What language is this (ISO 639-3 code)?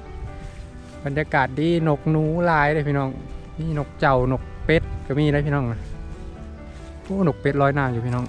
lao